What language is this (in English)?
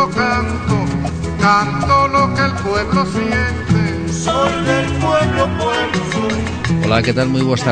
Galician